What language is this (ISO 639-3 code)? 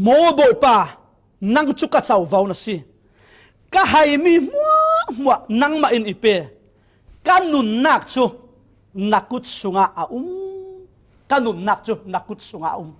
cfm